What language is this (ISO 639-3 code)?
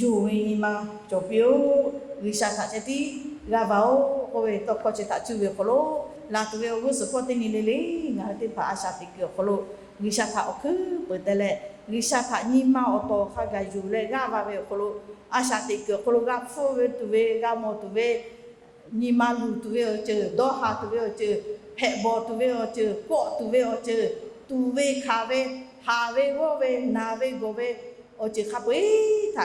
lhu